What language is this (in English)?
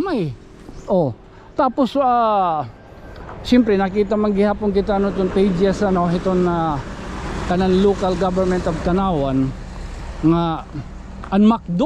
Waray